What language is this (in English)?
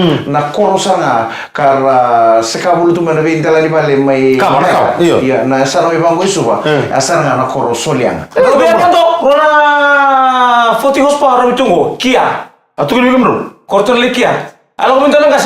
Fijian